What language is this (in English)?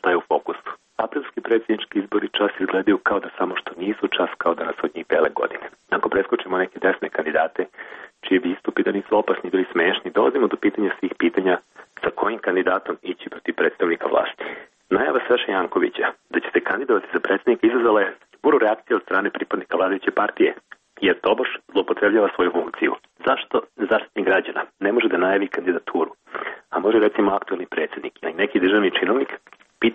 Serbian